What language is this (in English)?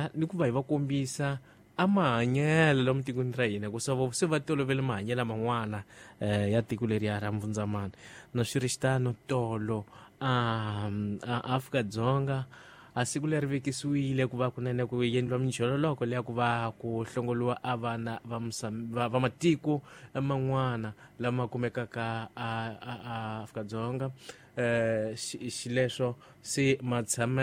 Tsonga